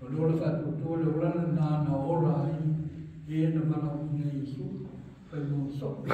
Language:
Samoan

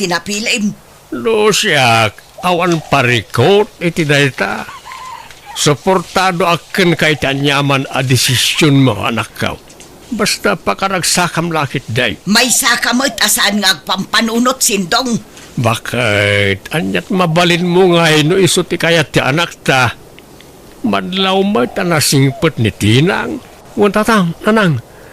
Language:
Iloko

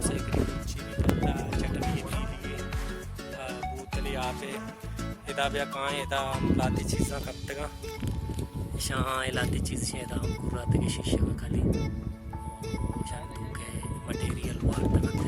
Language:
Baluchi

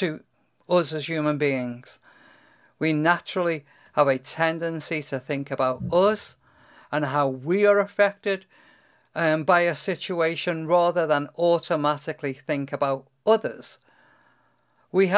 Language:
English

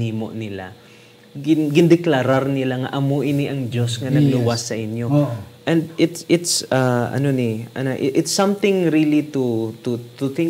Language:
Hiligaynon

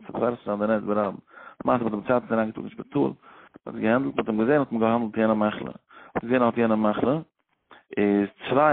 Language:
Yiddish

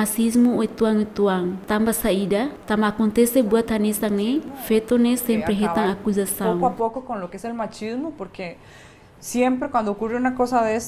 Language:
Tetum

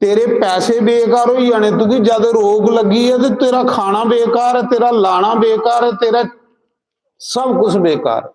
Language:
Dogri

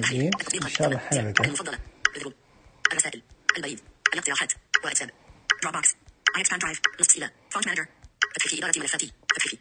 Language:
Najdi Arabic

